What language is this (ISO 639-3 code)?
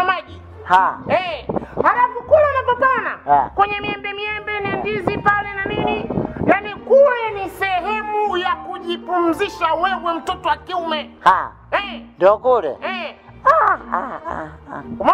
swa